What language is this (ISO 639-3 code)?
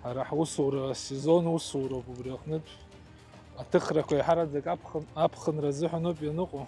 abk